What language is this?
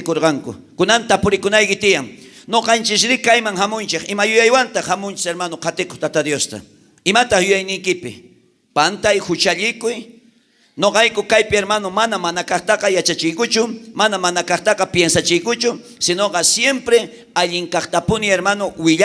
South Bolivian Quechua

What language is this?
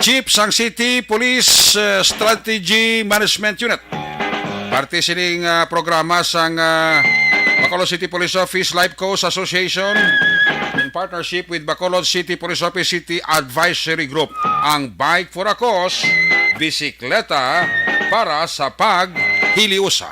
Hiligaynon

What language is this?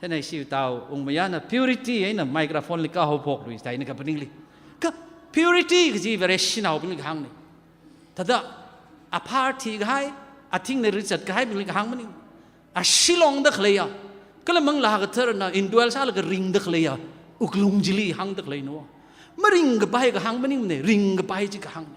Tangkhul Naga (India)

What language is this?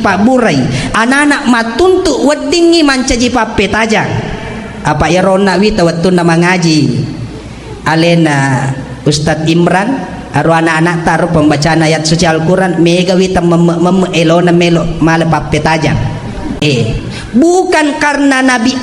Buginese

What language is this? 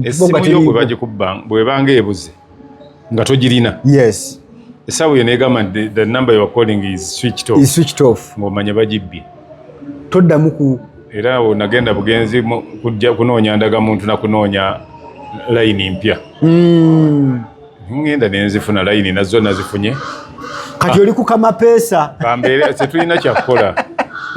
Ganda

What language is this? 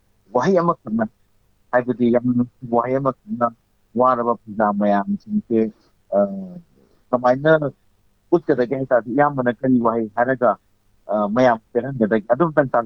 Manipuri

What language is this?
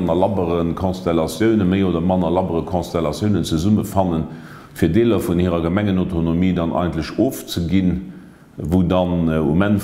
Luxembourgish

